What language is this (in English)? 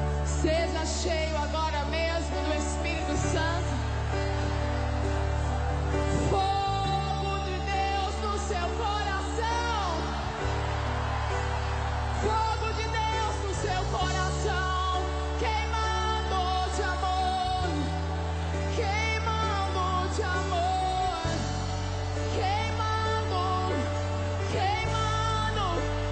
Portuguese